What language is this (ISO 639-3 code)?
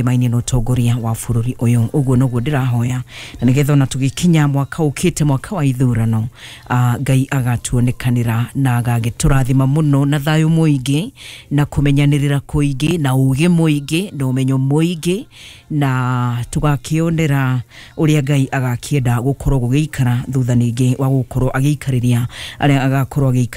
kik